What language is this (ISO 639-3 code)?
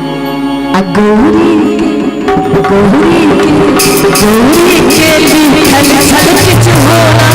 mai